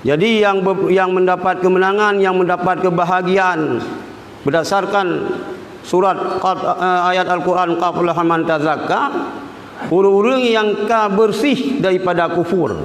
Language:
Achinese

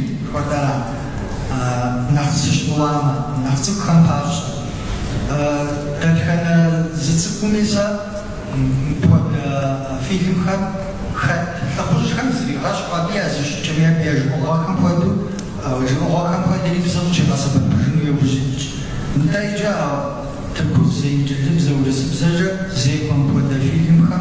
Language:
Kabardian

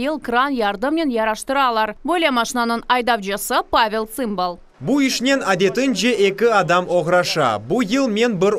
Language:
Crimean Tatar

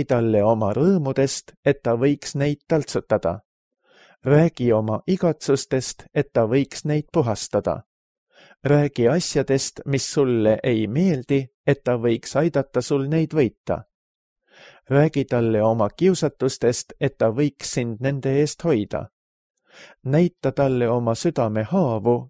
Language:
Estonian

